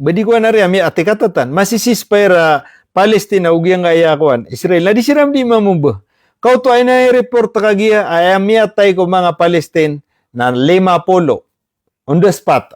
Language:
Maranao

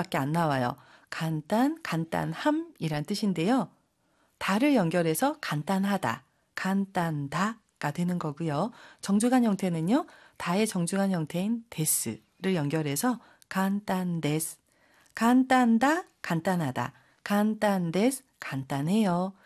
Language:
Korean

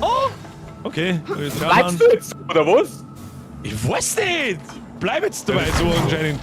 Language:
Bavarian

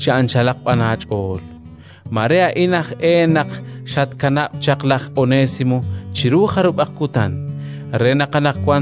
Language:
Kekchí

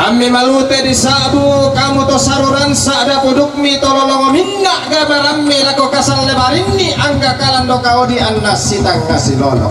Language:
Toraja-Sa'dan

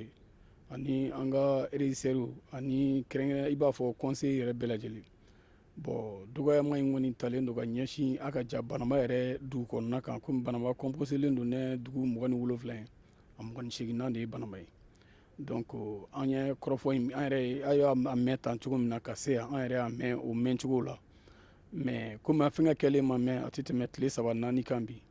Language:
Bambara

